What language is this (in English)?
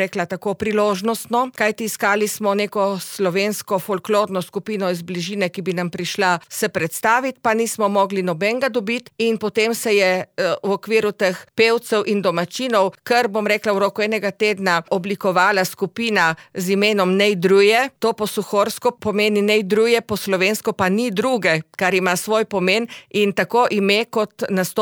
Slovenian